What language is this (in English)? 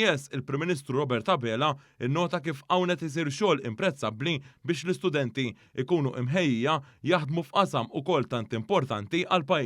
Maltese